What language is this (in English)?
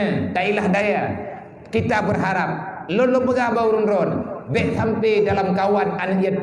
Achinese